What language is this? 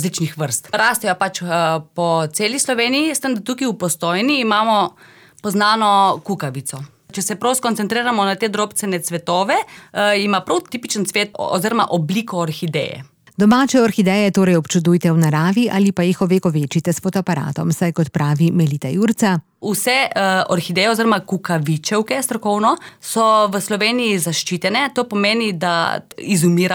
Slovenian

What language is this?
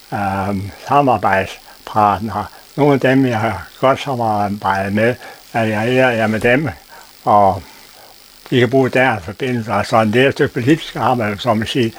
Danish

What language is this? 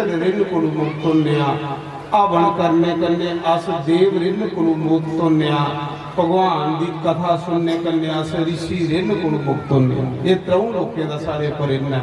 Dogri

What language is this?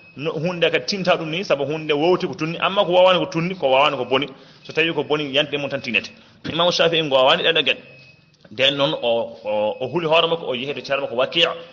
Fula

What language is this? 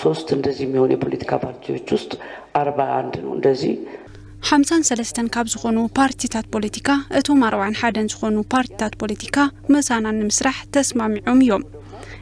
Tigrinya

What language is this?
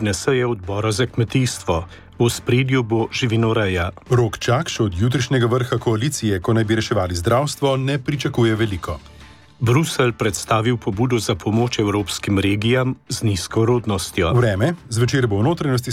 Slovenian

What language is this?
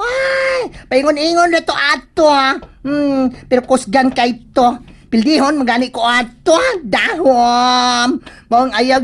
Cebuano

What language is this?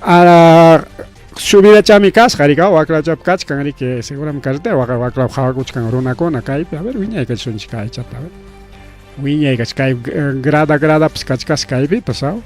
Ayacucho Quechua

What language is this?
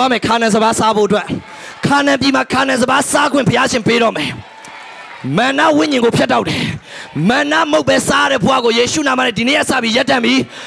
Burmese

